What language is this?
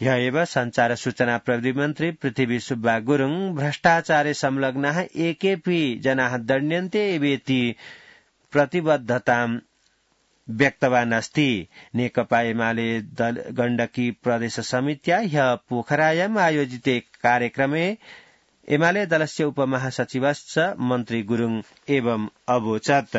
Sanskrit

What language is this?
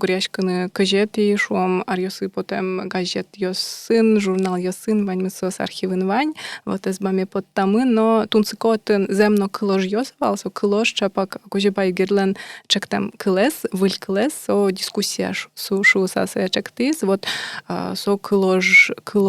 Udmurt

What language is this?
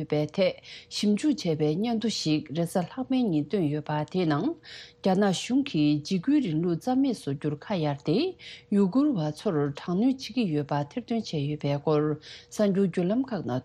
Tibetan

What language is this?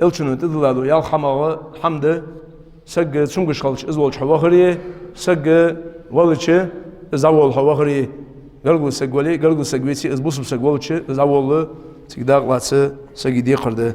Ingush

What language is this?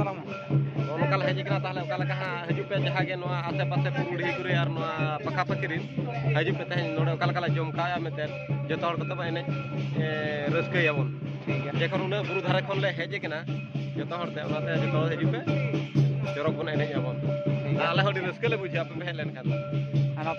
Santali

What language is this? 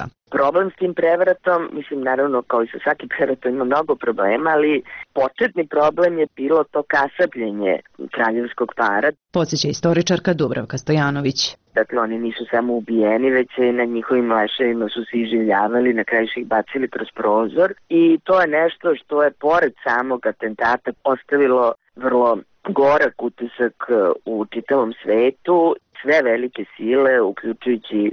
Serbian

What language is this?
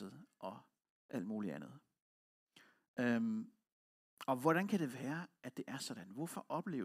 Danish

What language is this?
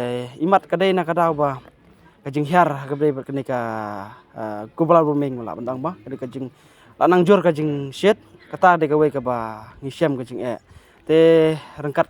Khasi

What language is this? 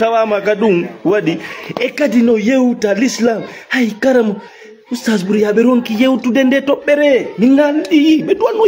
Fula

